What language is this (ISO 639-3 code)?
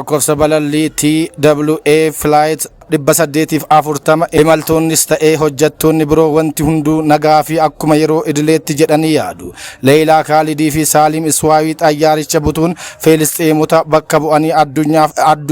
orm